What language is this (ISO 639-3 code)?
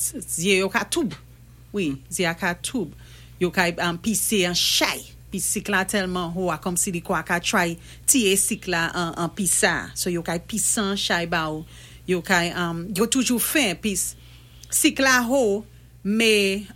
acf